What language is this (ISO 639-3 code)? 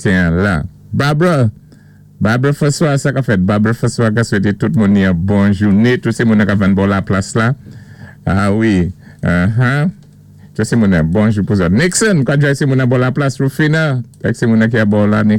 acf